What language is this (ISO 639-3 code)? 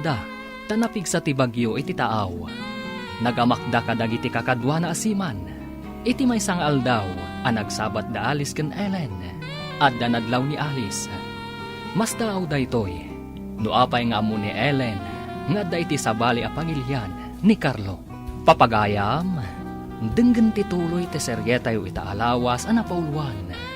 ilo